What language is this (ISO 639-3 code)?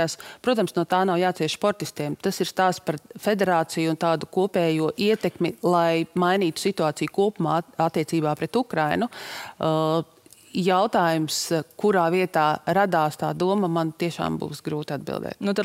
lav